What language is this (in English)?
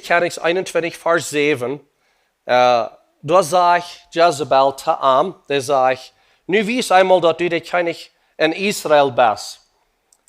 Plautdietsch